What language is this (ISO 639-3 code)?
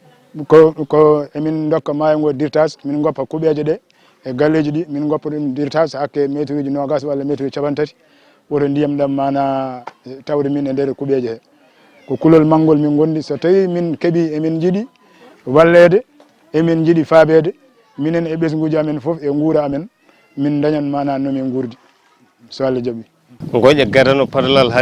ful